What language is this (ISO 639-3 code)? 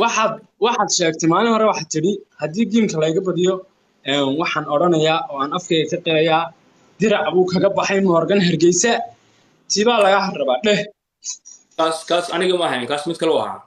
som